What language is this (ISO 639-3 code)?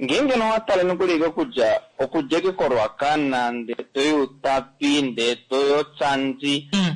kua